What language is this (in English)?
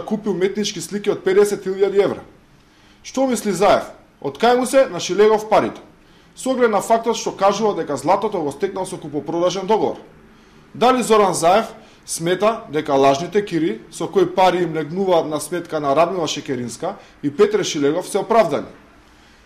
Macedonian